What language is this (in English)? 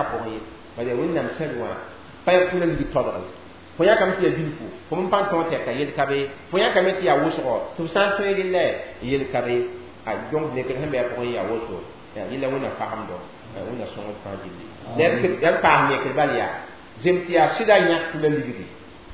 Mossi